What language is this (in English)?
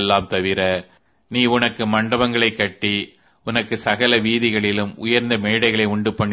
Tamil